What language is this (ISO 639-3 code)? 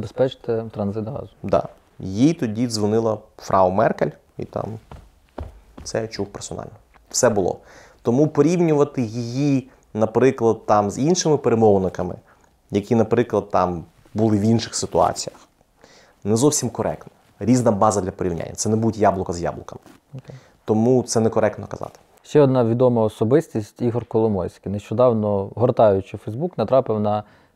ukr